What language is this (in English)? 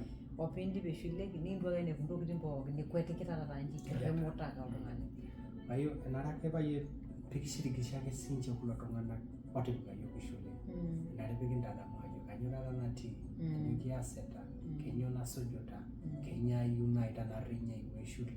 Masai